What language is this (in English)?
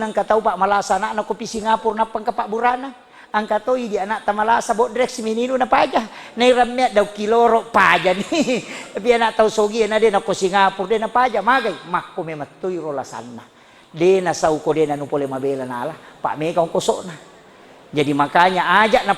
Buginese